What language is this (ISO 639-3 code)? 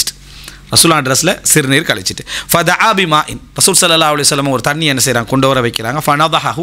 tam